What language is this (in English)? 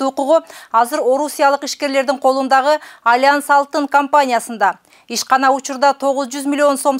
Kyrgyz